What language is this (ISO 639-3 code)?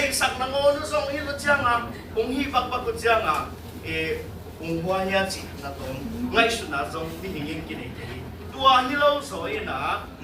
ctd